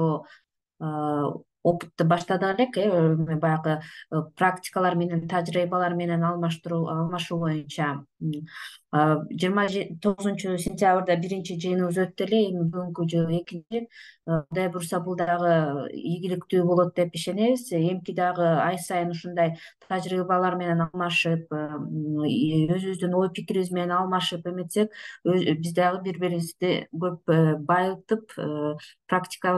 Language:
Kyrgyz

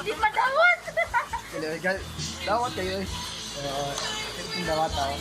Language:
Cebuano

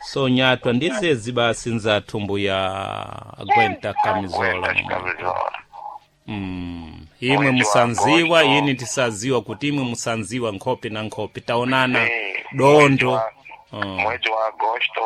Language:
Sena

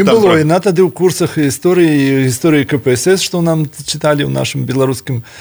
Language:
Belarusian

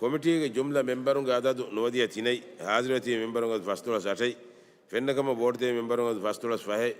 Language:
Divehi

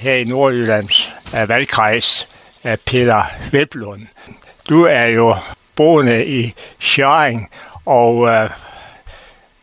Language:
Danish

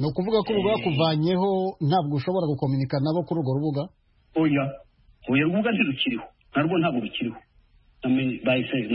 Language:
Kinyarwanda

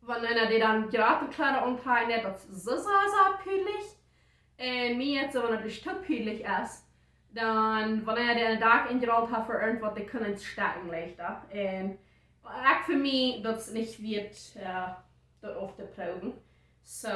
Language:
Plautdietsch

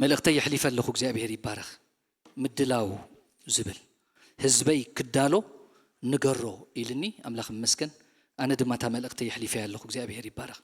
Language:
Tigrinya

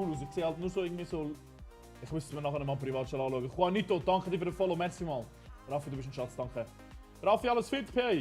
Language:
Swiss German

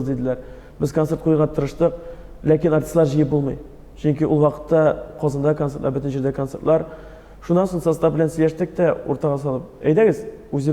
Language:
Tatar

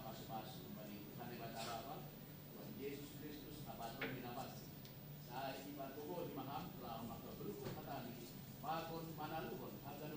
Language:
Batak Simalungun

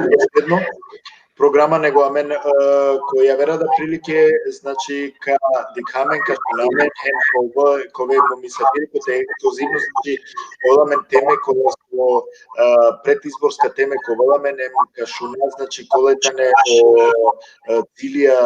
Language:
Balkan Romani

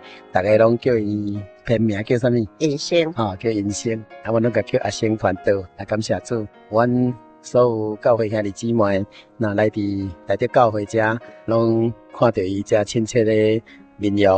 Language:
Min Nan Chinese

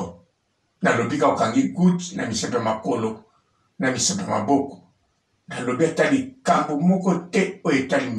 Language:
Lingala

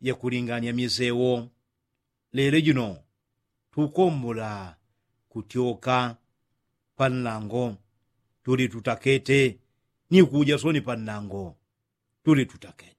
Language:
Yao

